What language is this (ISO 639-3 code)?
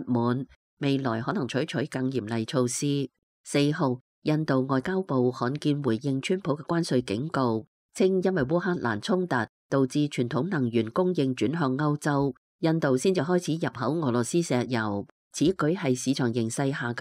yue